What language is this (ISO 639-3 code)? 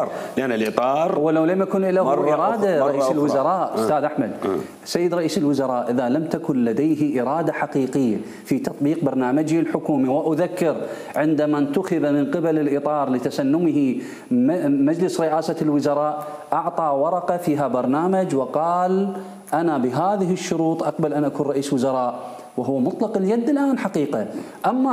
acm